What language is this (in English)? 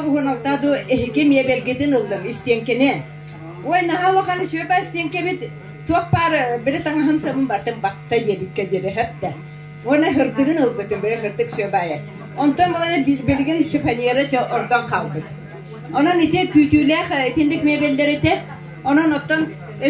Yakut